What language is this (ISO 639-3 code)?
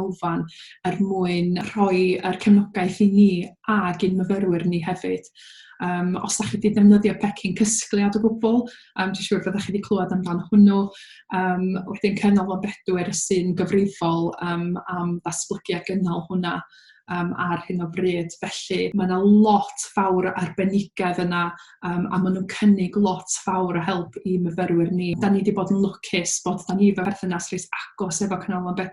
cym